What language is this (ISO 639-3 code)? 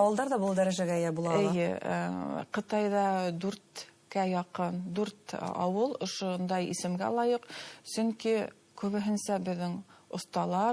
bak